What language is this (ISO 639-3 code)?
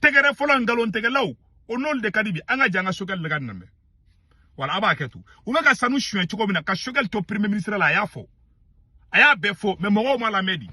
bam